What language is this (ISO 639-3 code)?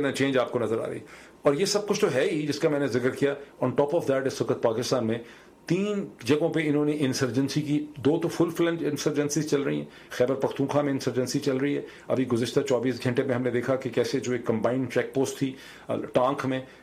urd